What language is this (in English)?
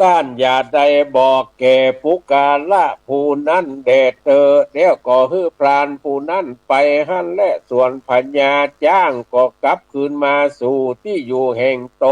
Northern Thai